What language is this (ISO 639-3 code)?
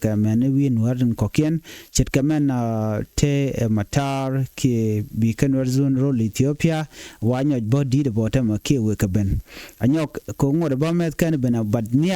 nus